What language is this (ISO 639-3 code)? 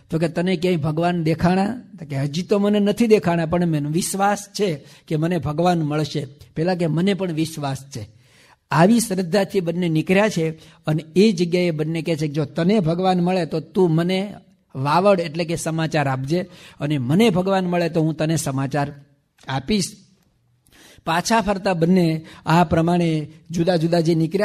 guj